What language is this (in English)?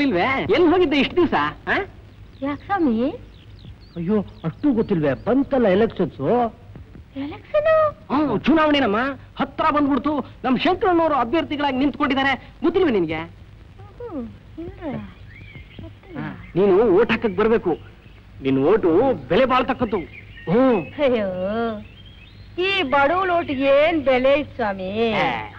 Kannada